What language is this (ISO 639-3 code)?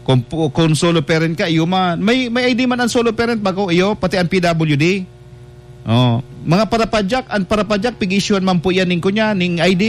bik